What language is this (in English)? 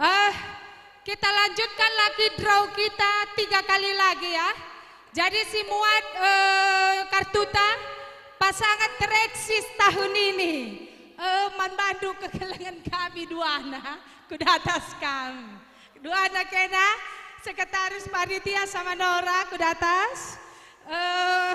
Batak Karo